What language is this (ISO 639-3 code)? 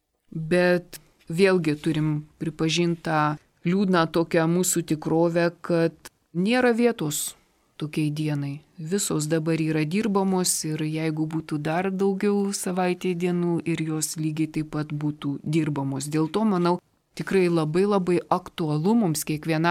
lit